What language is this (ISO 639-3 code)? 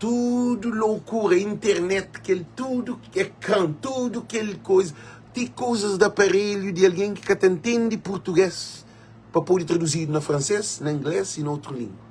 kea